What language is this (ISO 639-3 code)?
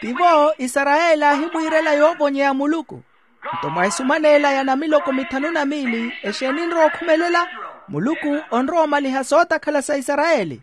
vmw